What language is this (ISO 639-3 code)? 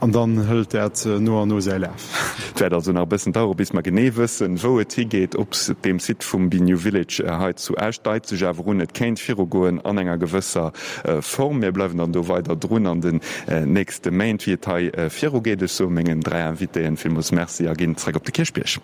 ltz